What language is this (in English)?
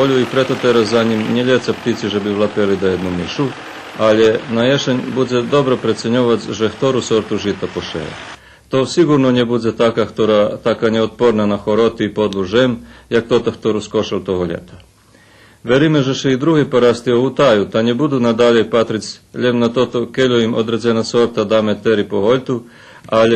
Rusyn